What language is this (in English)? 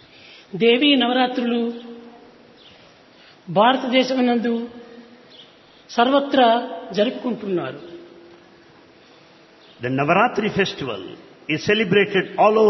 Telugu